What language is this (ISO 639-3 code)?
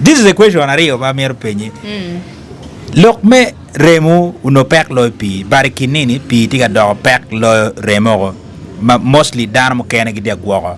ach